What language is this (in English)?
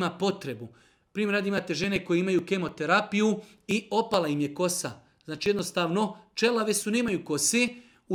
Bosnian